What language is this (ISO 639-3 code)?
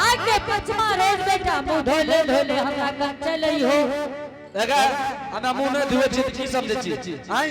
anp